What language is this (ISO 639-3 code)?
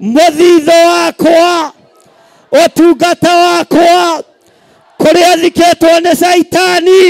kik